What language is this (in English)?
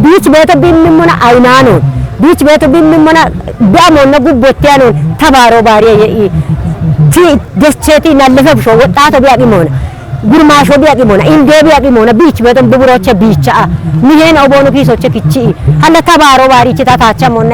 Kafa